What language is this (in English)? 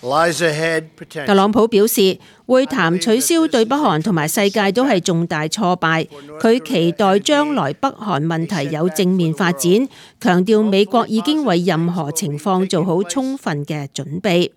Cantonese